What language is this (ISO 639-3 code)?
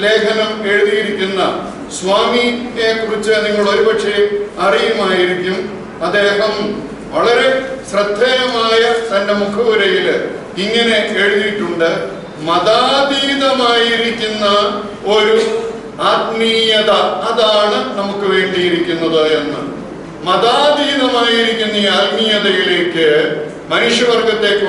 mal